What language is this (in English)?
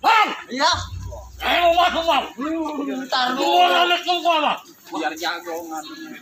Betawi